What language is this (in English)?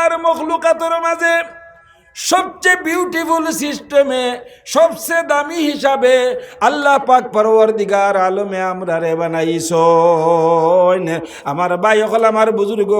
Sylheti